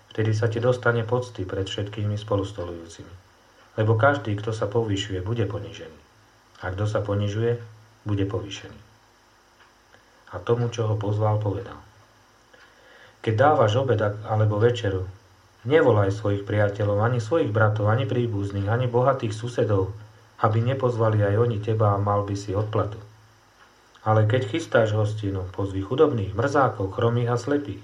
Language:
Slovak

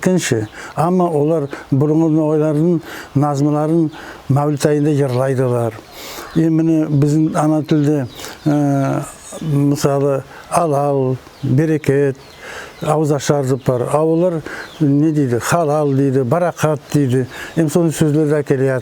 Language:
Nogai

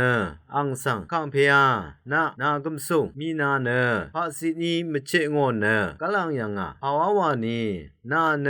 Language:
Rawang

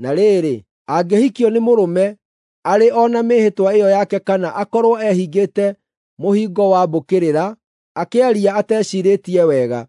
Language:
Kikuyu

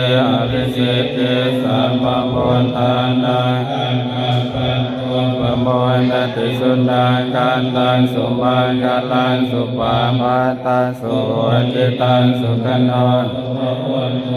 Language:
Pali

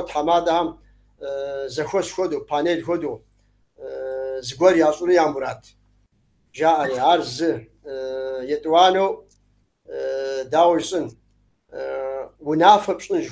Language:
Kabardian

